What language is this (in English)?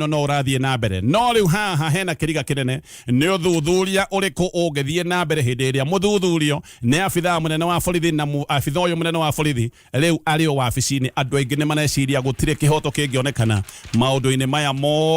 Kikuyu